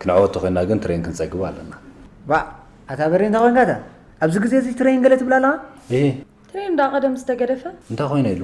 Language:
Tigrinya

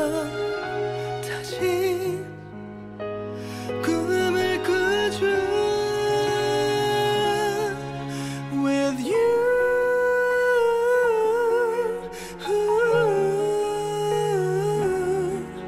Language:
Korean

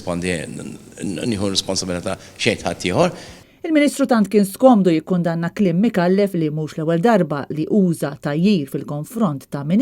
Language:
Maltese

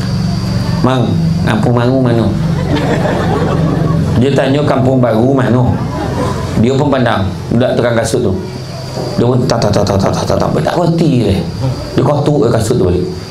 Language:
Malay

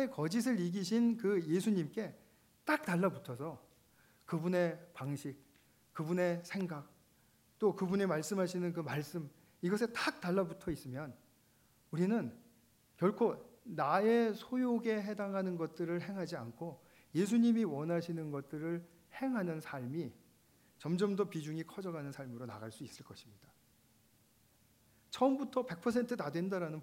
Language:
Korean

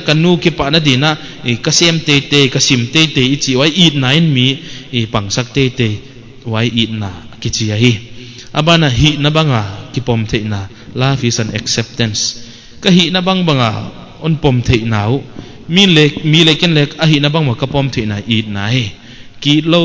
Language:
Paite Chin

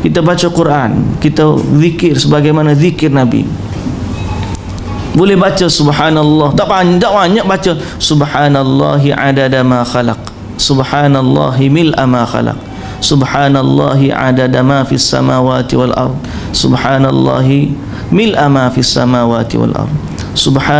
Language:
Malay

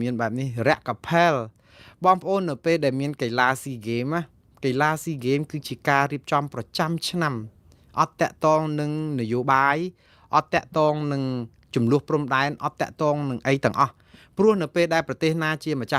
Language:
Khmer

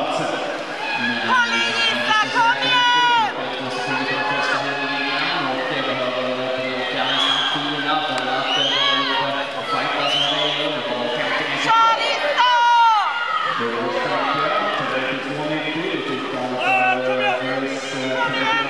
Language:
Swedish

